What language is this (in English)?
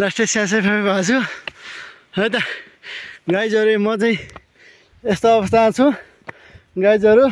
Nepali